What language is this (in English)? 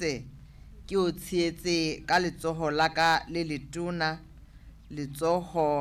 Southern Sotho